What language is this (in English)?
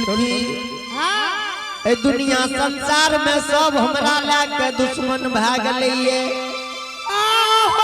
Angika